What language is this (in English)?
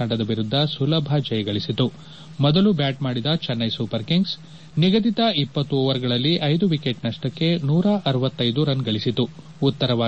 Kannada